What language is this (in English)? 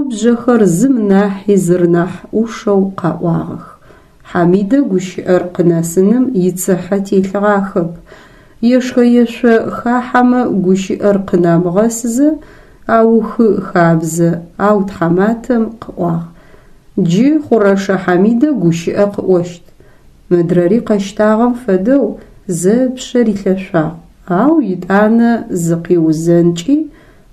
Adyghe